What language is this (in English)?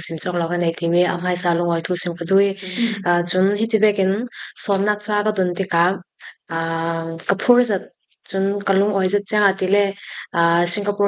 Falam Chin